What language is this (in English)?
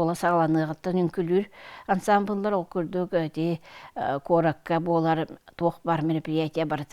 Yakut